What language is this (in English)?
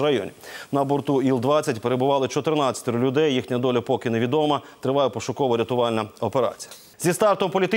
Ukrainian